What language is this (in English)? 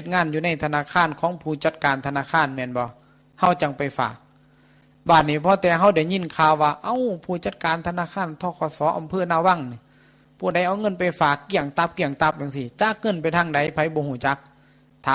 Northeastern Thai